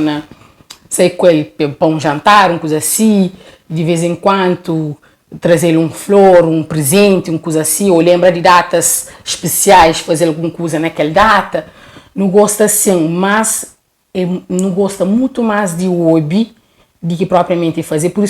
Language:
Kabuverdianu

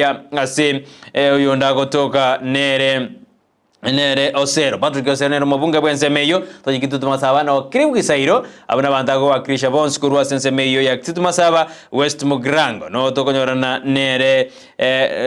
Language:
Gusii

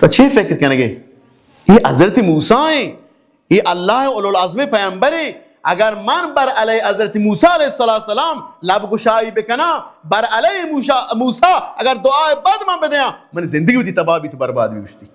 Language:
Baluchi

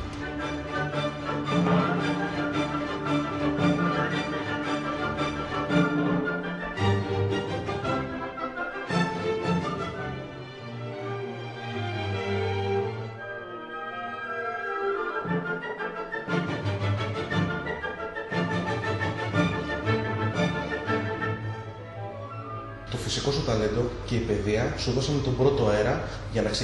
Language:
Greek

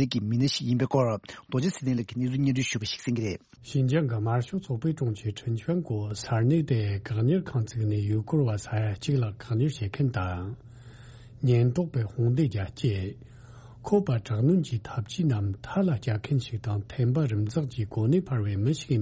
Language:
Tibetan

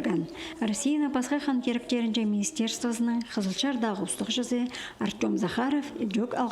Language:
Khakas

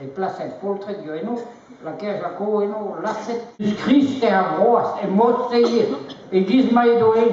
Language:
Breton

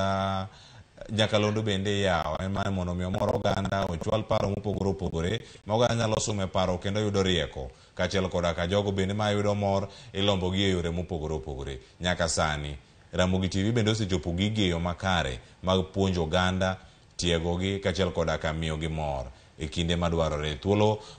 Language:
Luo (Kenya and Tanzania)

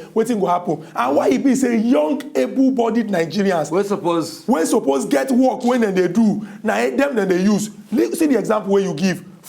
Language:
Nigerian Pidgin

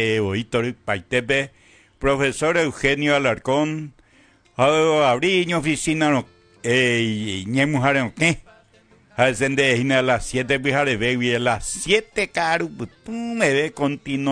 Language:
Guarani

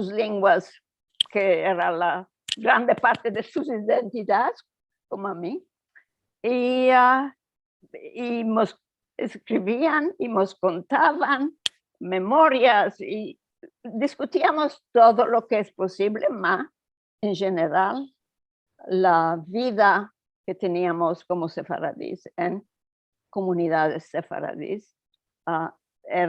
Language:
Ladino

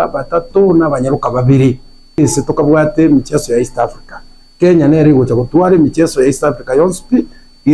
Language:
Gusii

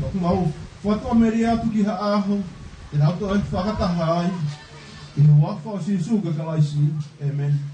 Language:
Tongan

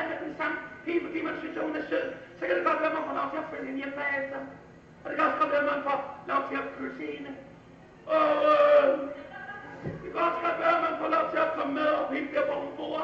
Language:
Danish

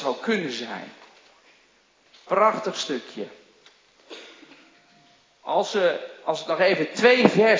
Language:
Dutch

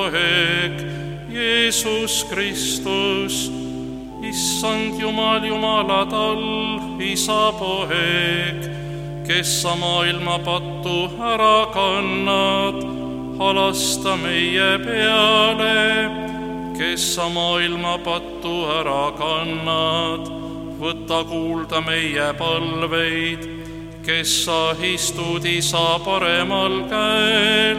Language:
Estonian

